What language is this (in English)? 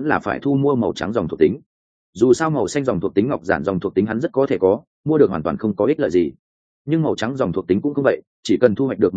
Vietnamese